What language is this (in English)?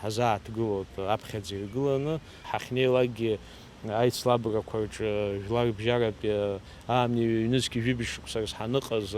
Abkhazian